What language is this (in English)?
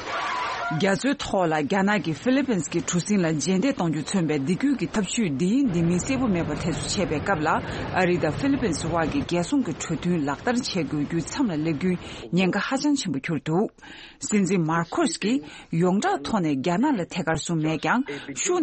Tibetan